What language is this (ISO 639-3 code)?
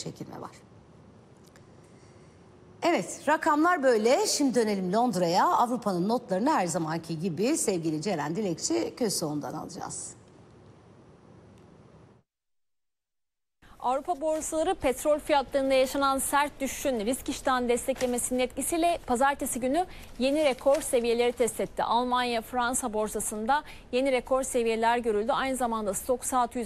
tur